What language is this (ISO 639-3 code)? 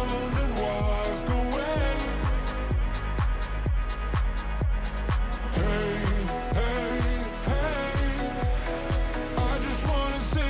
swe